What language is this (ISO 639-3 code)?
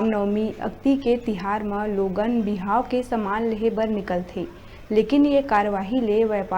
hne